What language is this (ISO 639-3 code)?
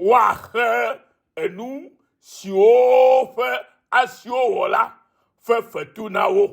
ewe